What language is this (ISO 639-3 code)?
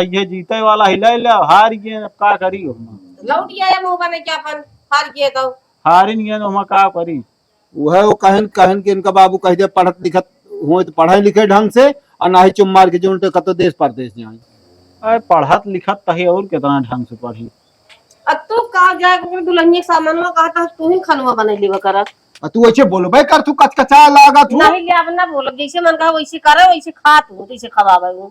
awa